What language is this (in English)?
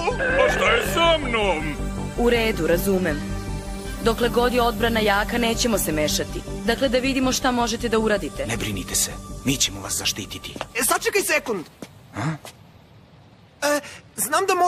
Serbian